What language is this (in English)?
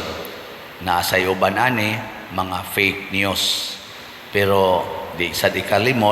Cebuano